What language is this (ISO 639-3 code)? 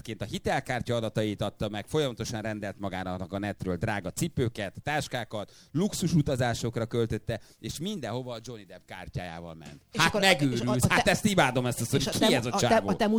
hun